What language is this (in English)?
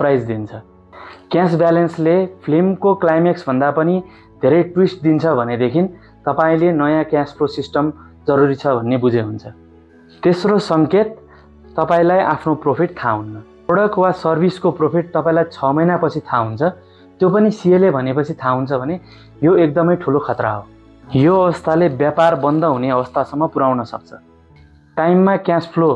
Nepali